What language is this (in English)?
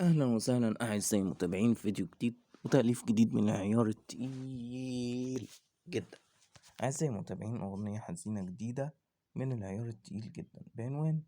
Egyptian Arabic